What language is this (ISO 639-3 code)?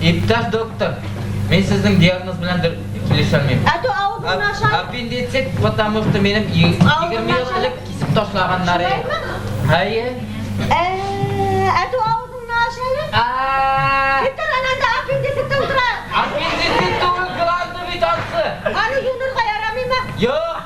bak